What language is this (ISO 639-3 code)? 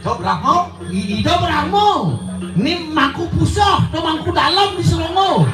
ban